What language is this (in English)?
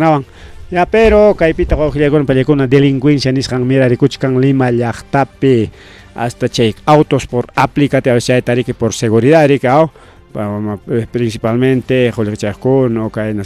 Ayacucho Quechua